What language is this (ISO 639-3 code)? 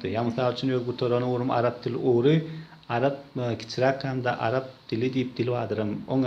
tuk